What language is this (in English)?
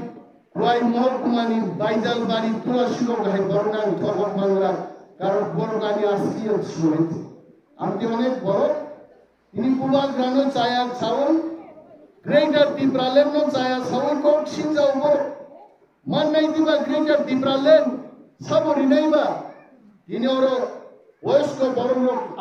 Kok Borok